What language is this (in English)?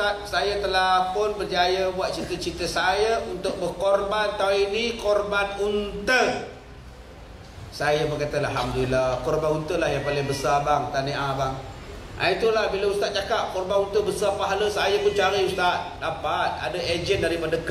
Malay